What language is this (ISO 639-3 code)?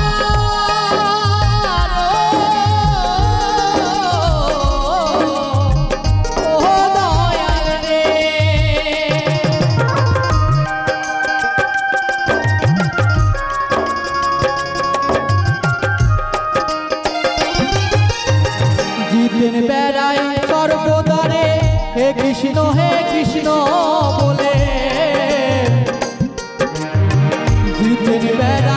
ben